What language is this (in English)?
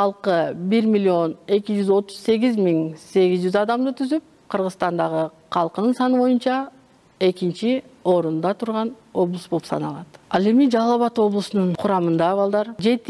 Kyrgyz